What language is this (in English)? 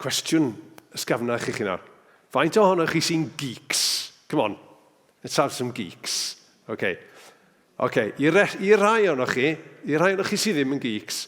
Welsh